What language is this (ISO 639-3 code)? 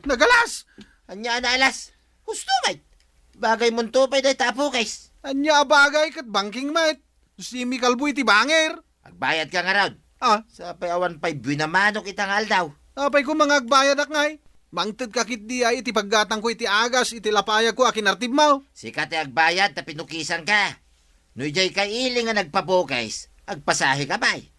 ilo